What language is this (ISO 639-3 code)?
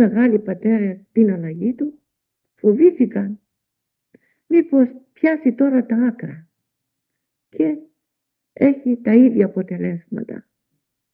ell